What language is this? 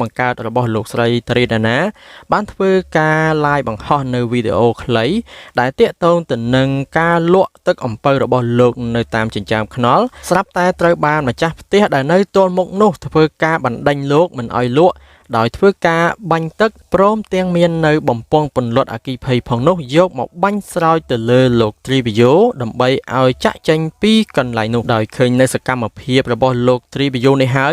Khmer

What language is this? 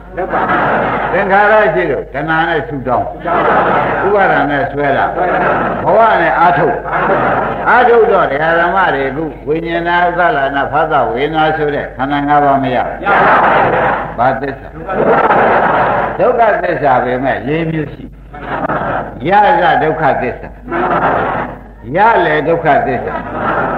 Burmese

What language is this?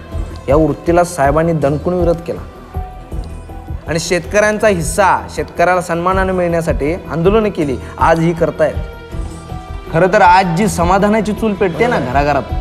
Marathi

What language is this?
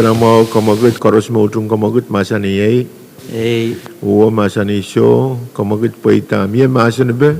Pohnpeian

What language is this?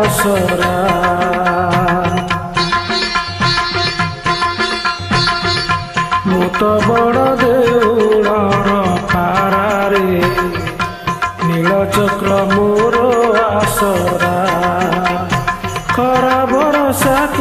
Odia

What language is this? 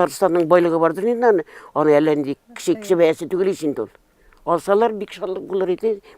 Tatar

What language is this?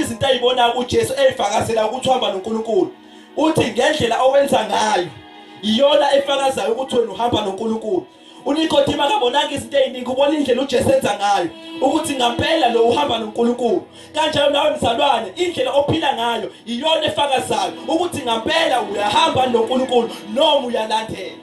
Zulu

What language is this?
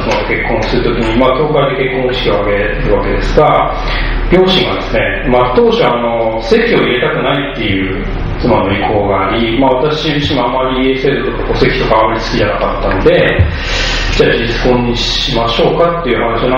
Japanese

